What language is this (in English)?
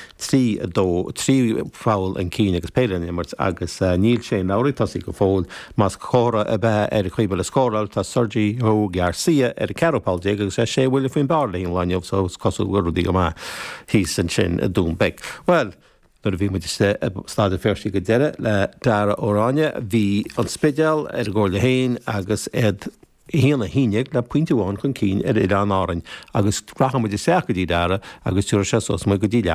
Irish